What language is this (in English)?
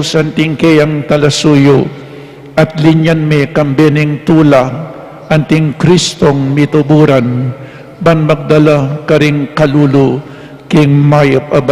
Pampanga